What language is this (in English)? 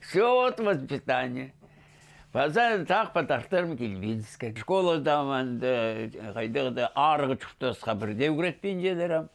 Khakas